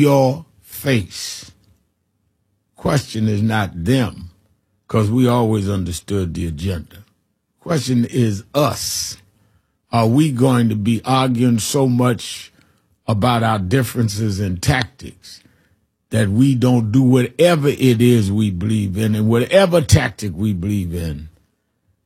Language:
English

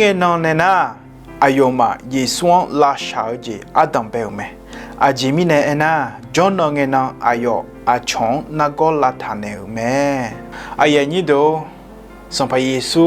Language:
Akha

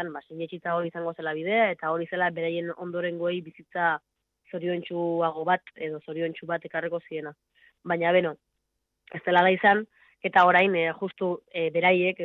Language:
Basque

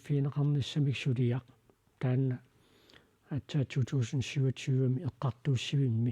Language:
Kalaallisut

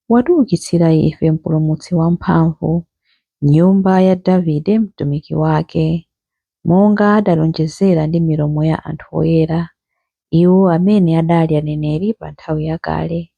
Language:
Nyanja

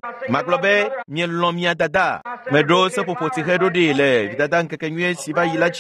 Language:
Ewe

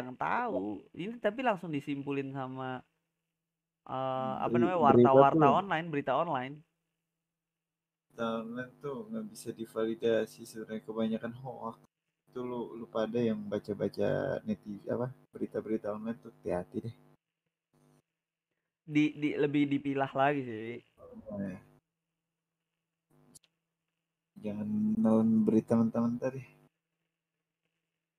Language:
Indonesian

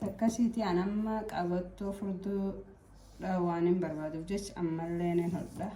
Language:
Oromo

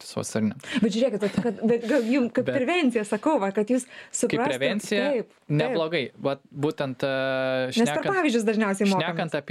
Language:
Lithuanian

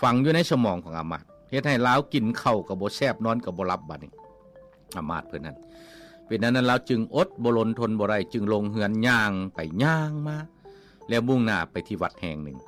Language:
Lao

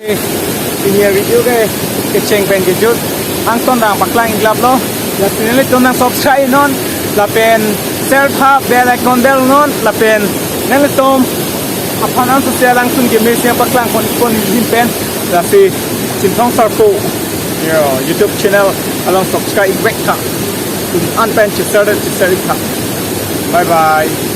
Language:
Karbi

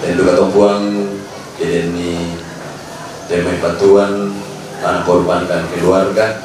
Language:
Toraja-Sa'dan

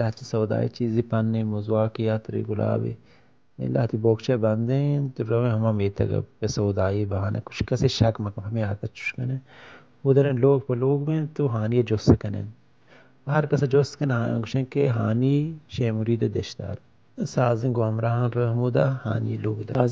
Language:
Baluchi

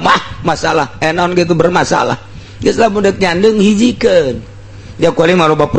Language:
Sundanese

